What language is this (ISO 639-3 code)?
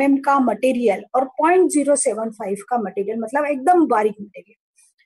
hin